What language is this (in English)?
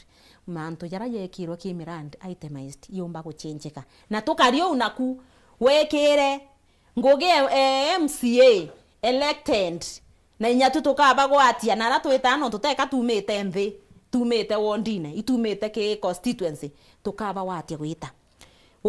Meru